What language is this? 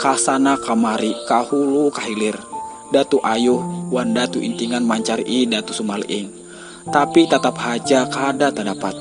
Banjar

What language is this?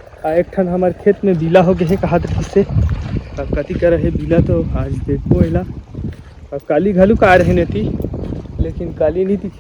Chhattisgarhi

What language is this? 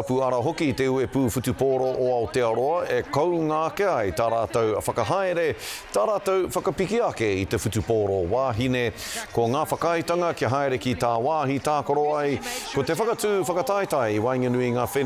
Māori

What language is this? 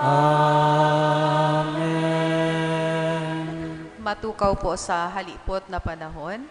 Bikol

